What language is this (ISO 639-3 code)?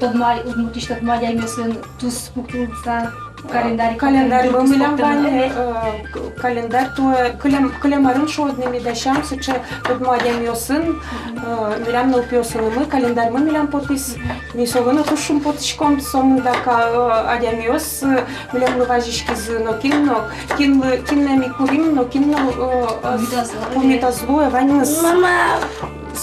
udm